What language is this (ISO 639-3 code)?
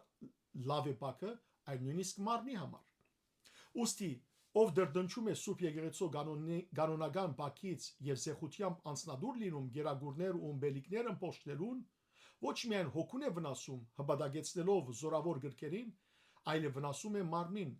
hyw